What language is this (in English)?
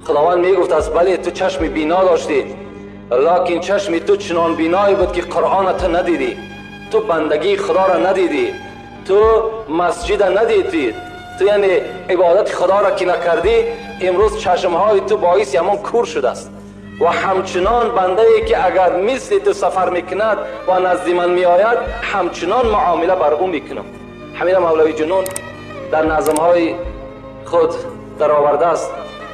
Tajik